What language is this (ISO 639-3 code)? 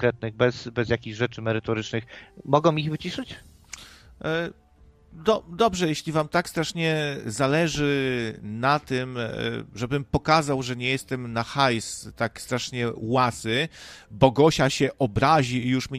pol